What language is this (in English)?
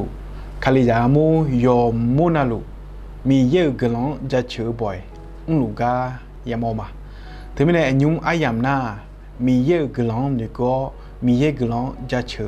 Akha